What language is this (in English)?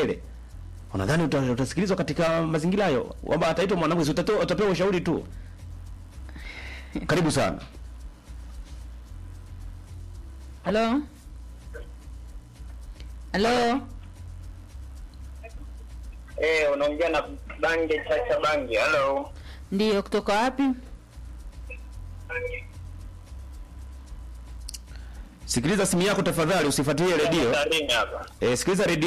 Swahili